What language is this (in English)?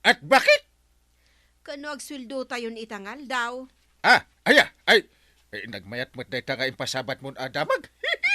Iloko